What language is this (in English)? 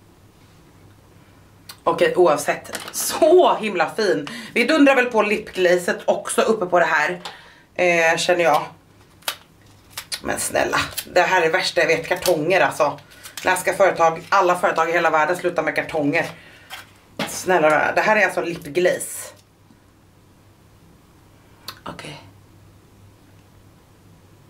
Swedish